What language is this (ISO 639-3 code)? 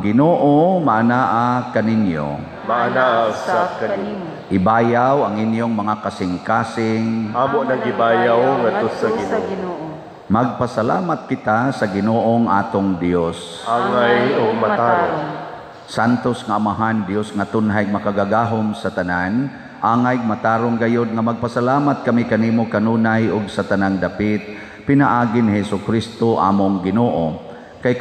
ceb